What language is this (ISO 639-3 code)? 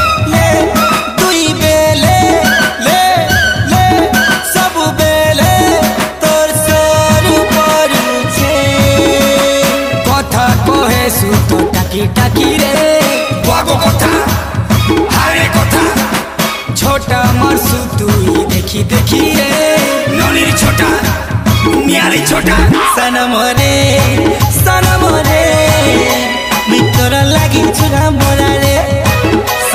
spv